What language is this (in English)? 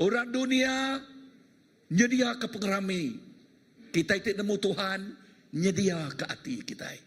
Iban